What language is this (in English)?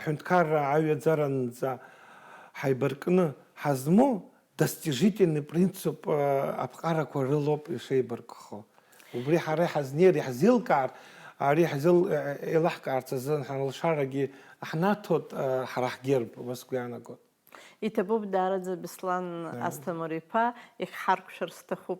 Abkhazian